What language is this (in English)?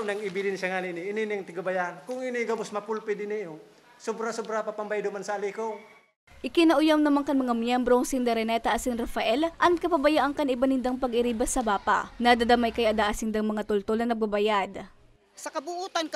Bikol